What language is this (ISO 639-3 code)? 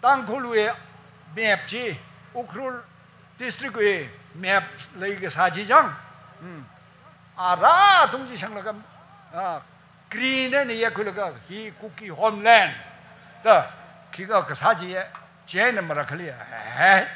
nmf